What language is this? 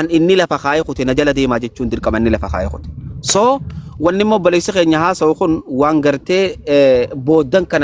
Oromo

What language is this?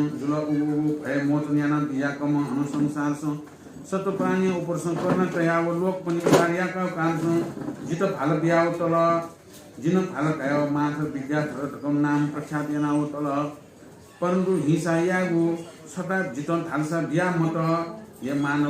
Newari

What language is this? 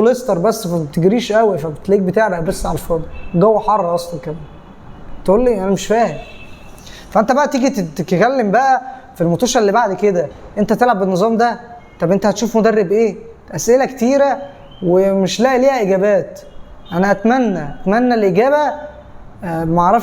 Egyptian Arabic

